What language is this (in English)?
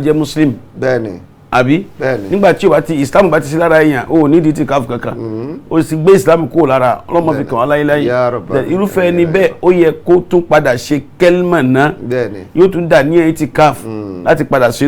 Yoruba